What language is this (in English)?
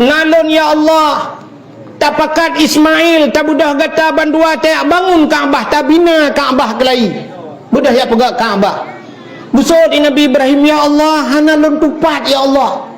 Achinese